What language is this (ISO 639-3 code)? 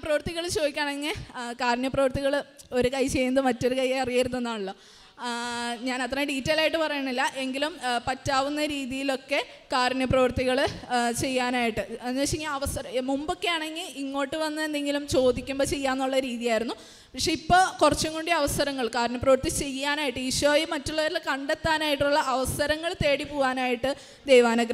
mal